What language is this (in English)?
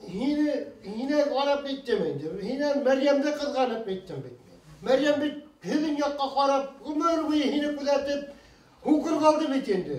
Bashkir